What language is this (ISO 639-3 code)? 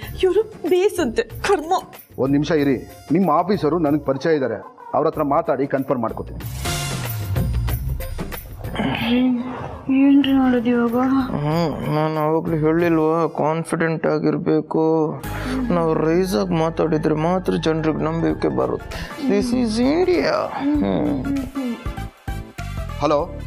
kan